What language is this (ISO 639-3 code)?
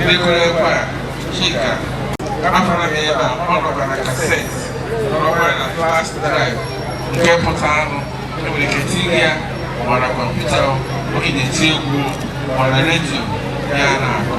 ibo